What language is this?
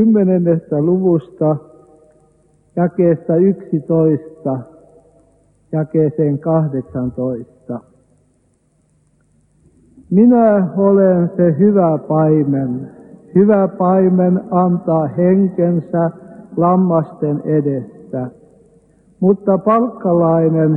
Finnish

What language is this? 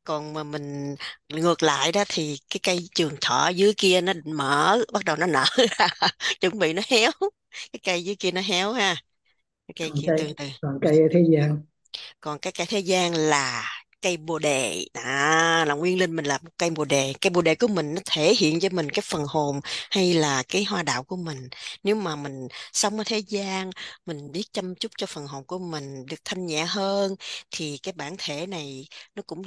Vietnamese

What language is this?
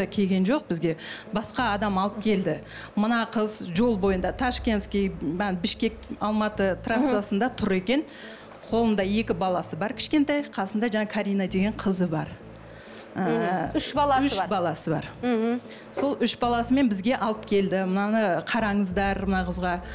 Kazakh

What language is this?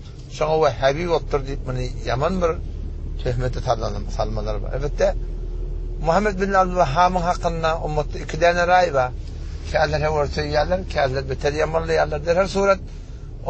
Turkmen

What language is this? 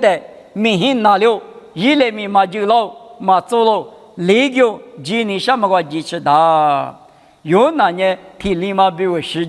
Lisu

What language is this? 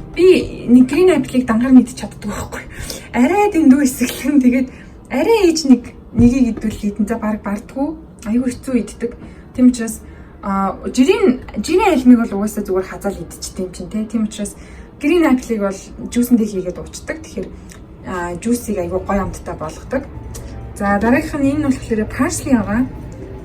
Mongolian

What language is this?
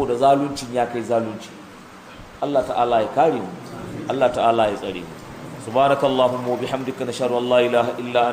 Hausa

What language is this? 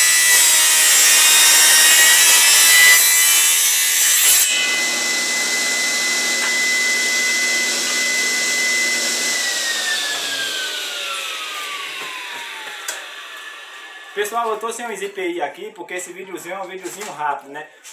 Portuguese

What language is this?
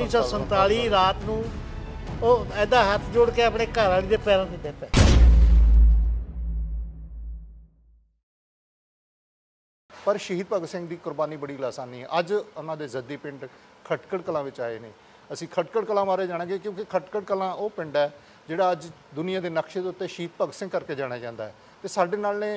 Punjabi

